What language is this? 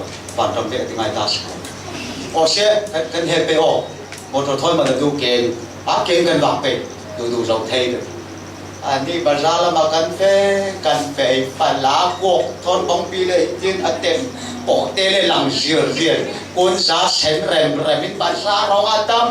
Falam Chin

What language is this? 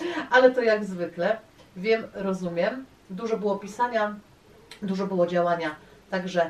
Polish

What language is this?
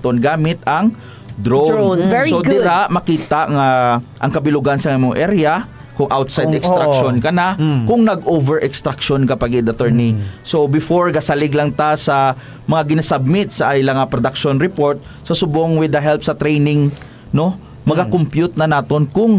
Hiligaynon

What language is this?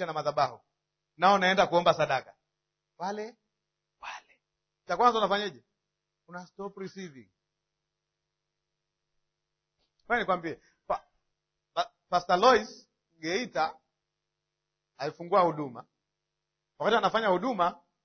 Swahili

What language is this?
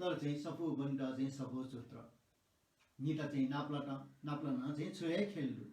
Newari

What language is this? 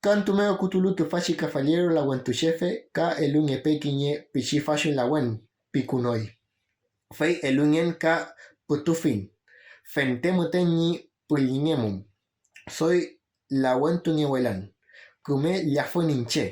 Mapuche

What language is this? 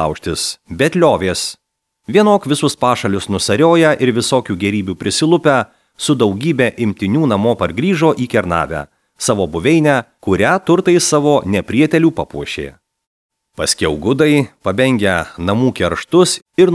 Lithuanian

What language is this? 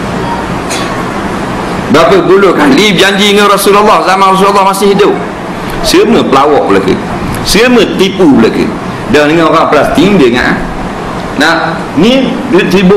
Malay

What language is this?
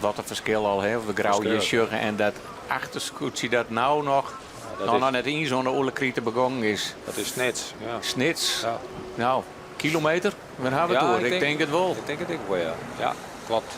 Western Frisian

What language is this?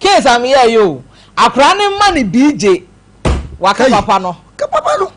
Akan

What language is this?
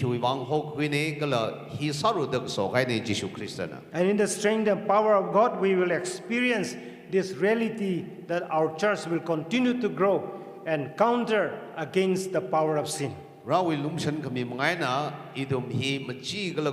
Tangkhul Naga (India)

